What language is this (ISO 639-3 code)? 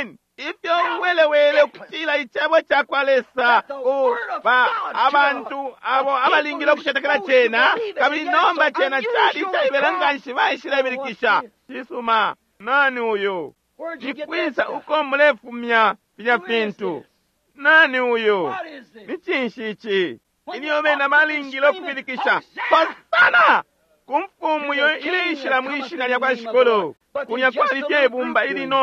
bem